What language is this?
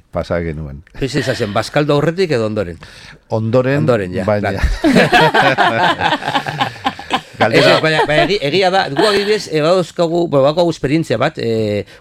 Basque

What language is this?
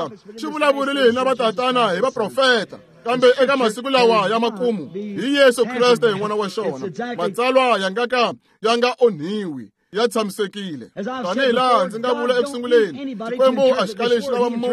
Tsonga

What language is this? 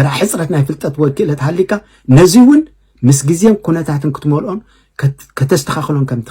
Tigrinya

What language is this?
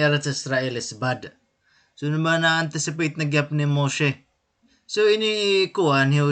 Waray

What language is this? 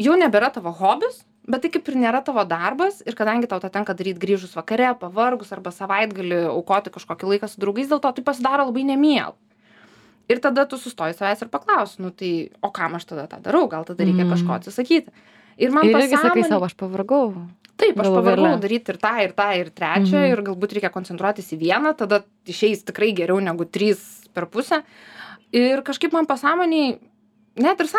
Lithuanian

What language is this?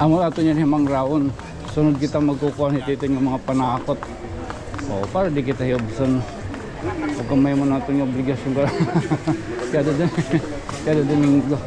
Waray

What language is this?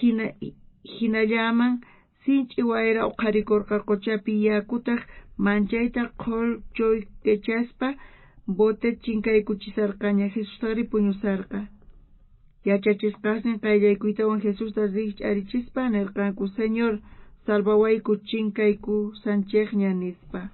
South Bolivian Quechua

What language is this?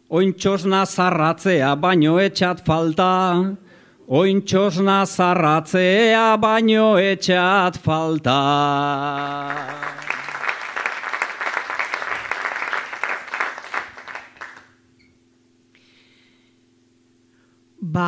Basque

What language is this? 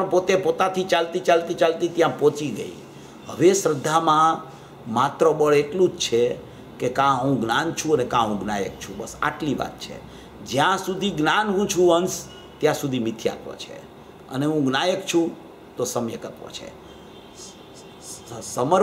Gujarati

